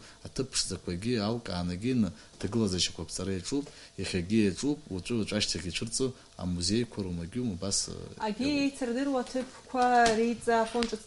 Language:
Abkhazian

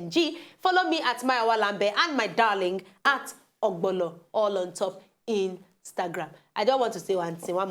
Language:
Nigerian Pidgin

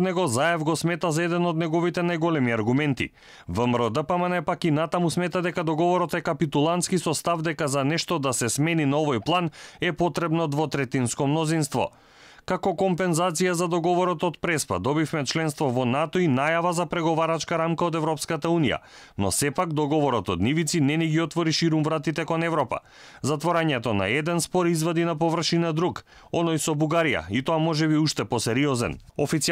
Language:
Macedonian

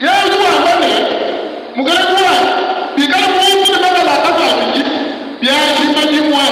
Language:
Luba-Lulua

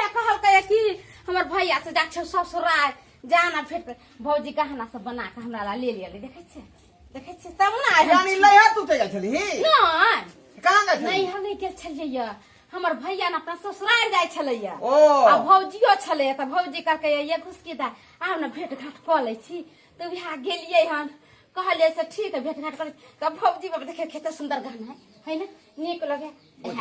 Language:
Maithili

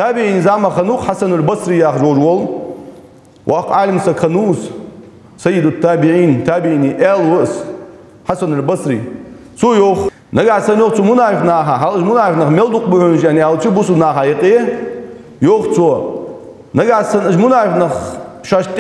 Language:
Ingush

